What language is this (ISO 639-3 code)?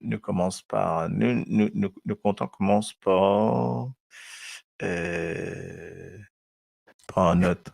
mfe